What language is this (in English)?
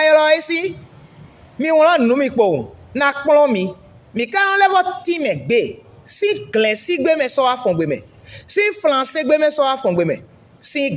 Fon